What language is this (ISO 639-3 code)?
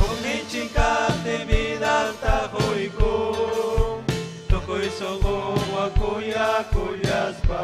quy